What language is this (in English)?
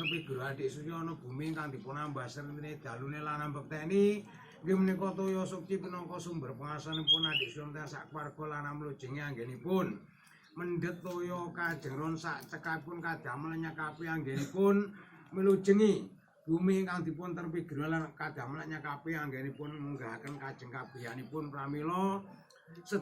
Javanese